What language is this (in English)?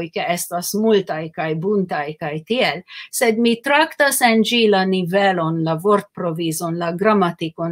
Esperanto